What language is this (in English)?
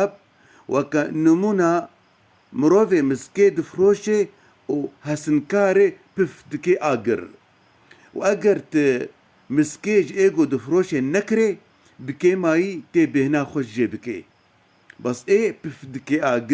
Kurdish